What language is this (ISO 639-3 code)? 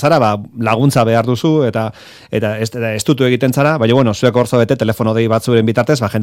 eus